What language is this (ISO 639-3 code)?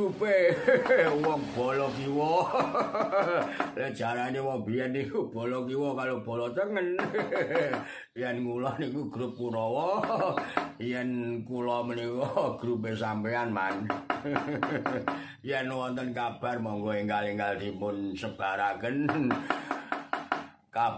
jav